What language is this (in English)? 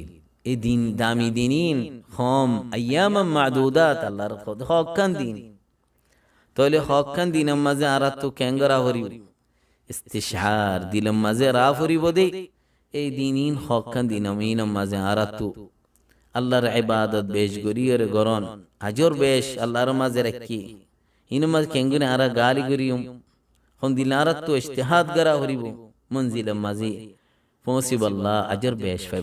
Rohingya